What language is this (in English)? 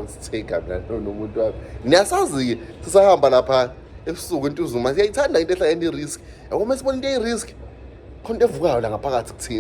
Zulu